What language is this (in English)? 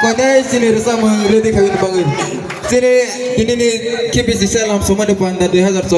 Kok Borok